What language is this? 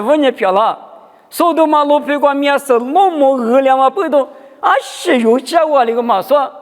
Lisu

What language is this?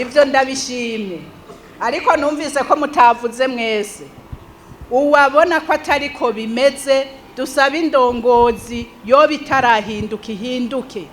Rundi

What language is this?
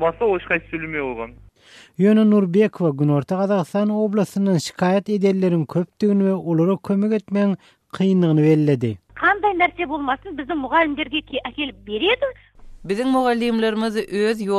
Turkmen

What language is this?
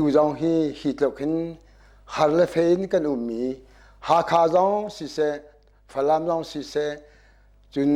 Hakha Chin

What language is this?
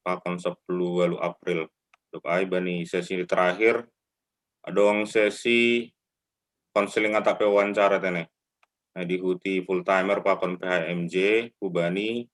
Batak Simalungun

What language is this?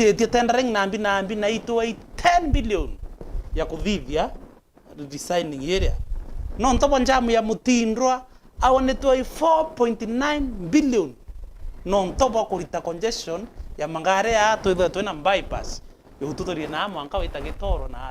Meru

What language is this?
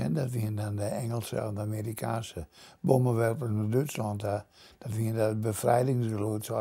Western Frisian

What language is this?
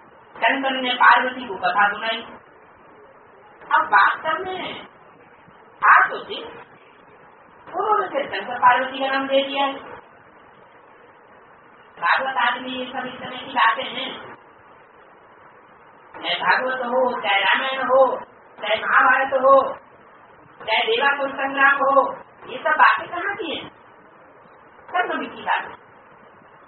Hindi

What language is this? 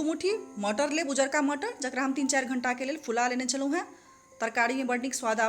Maithili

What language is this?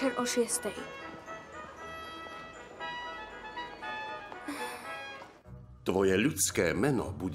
Slovak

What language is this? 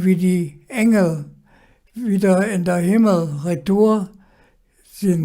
Colognian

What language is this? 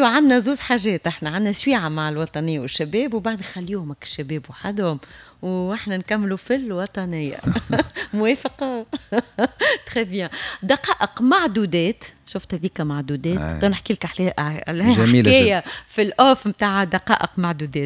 Tunisian Arabic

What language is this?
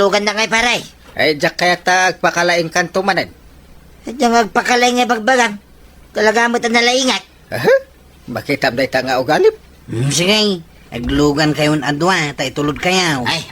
Iloko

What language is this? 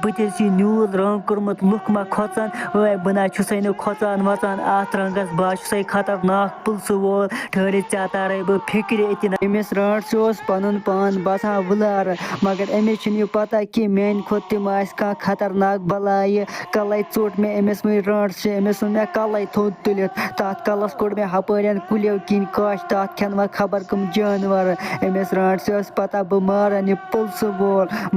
Kashmiri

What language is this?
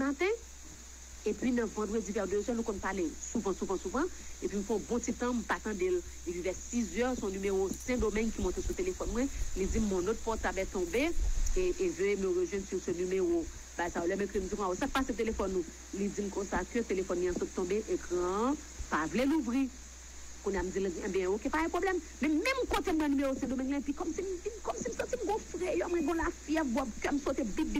Haitian Creole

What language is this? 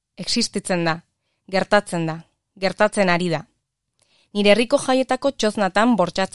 Basque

